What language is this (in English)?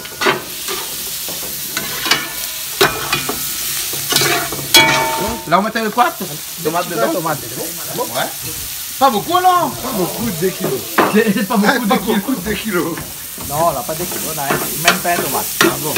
Réunion Creole French